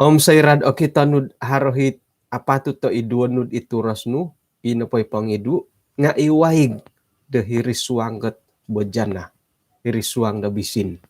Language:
Central Dusun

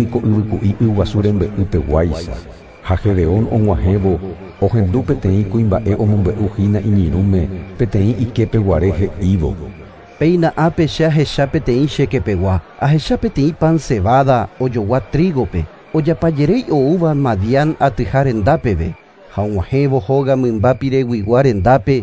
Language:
Guarani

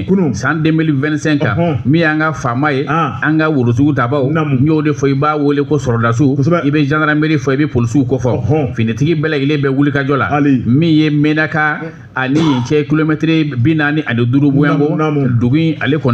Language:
Bambara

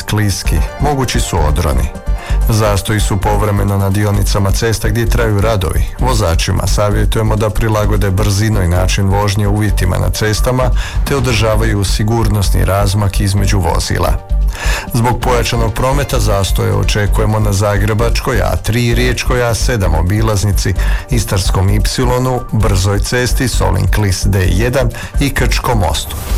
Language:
Croatian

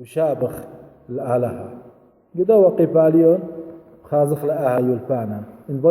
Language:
Assyrian Neo-Aramaic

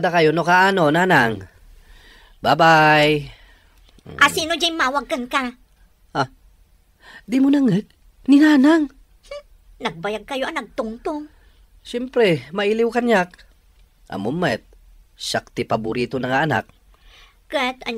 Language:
Iloko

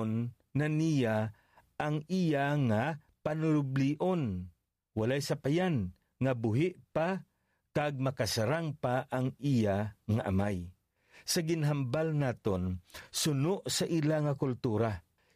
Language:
Hiligaynon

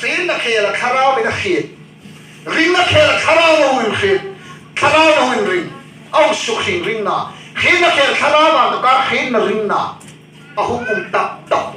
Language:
Hmar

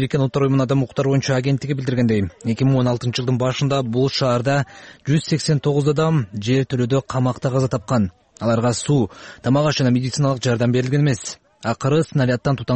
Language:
Kyrgyz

